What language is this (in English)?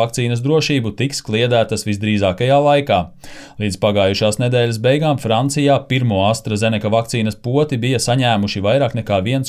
Latvian